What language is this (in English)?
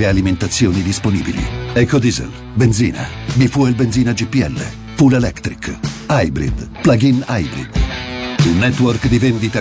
Italian